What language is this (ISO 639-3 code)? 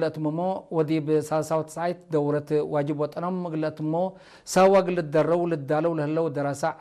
tig